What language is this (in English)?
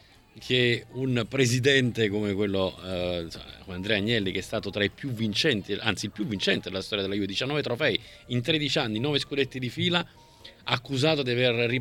Italian